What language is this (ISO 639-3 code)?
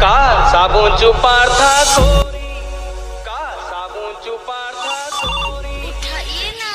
hne